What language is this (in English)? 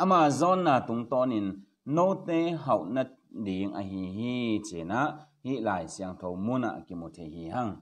Tedim Chin